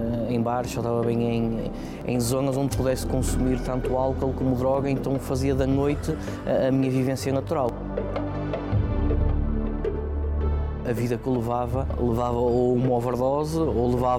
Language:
Portuguese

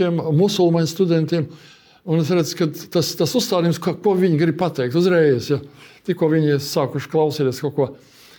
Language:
Latvian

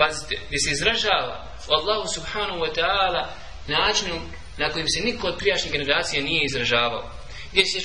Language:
Bosnian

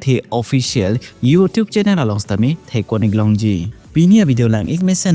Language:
Karbi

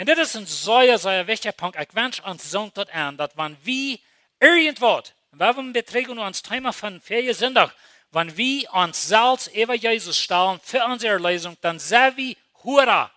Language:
Plautdietsch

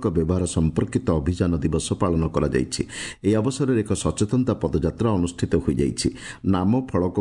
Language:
Odia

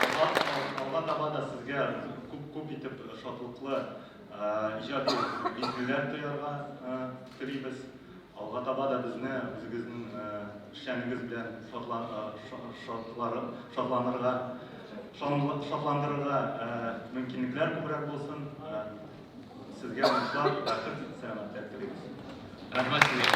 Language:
Tatar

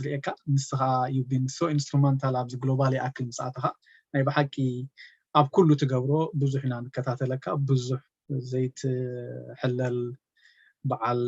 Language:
Tigrinya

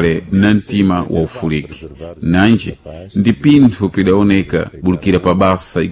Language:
Sena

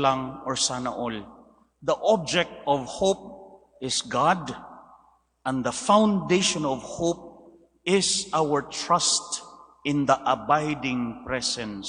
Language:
Cebuano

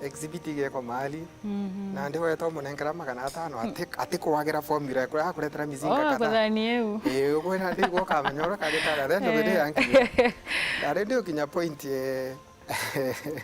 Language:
Meru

